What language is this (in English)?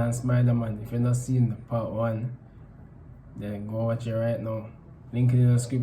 Jamaican Creole English